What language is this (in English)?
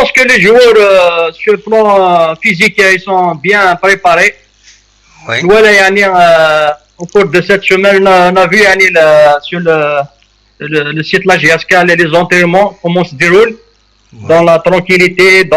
Kabyle